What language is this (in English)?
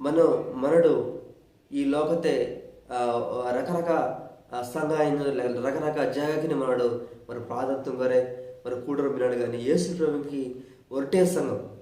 Koya